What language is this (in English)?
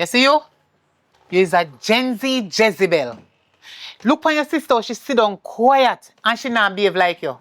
Jamaican Creole English